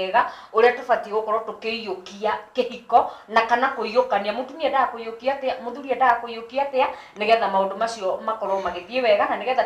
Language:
Kikuyu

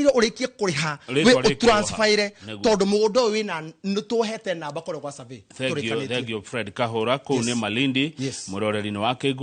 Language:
Kikuyu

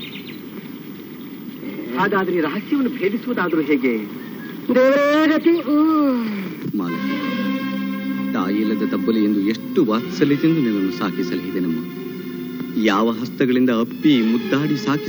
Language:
Kannada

